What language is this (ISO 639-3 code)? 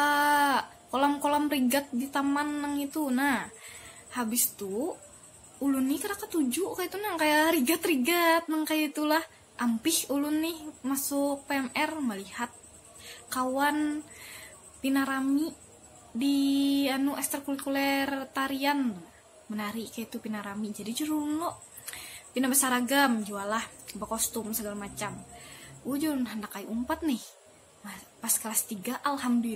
bjn